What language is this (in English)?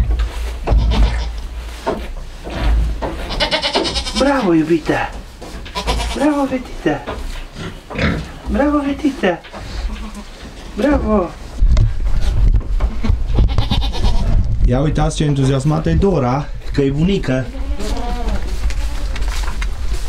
Romanian